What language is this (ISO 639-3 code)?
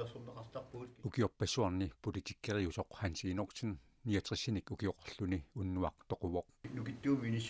kal